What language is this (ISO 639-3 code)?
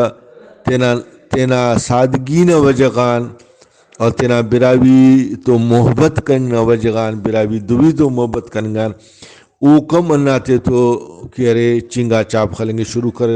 brh